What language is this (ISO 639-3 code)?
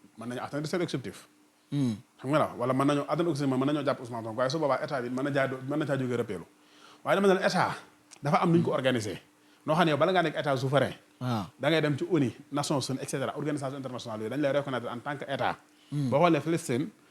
wol